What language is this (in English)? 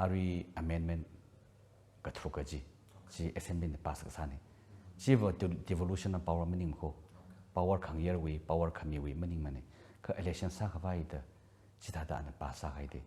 Tangkhul Naga (India)